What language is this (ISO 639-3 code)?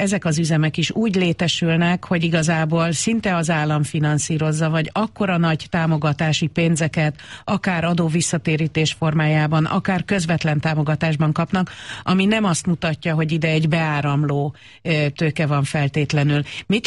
hun